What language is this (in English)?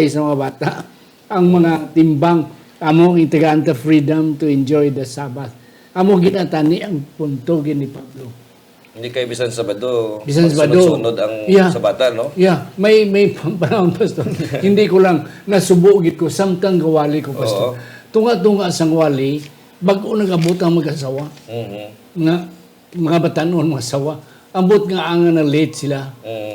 Hiligaynon